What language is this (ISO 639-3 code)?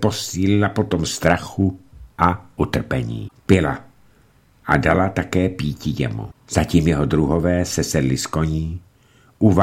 ces